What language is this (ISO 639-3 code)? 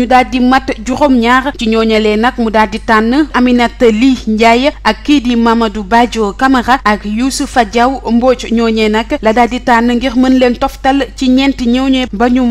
wol